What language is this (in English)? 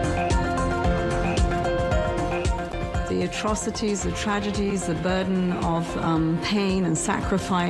Burmese